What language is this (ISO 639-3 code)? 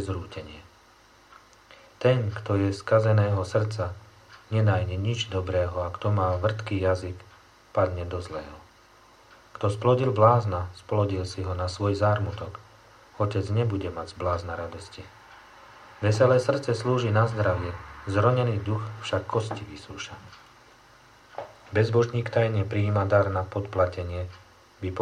slk